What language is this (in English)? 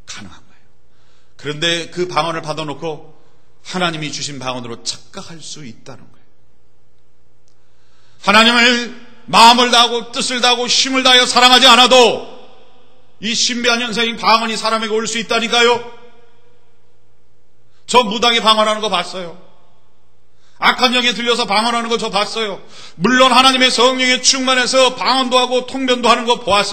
Korean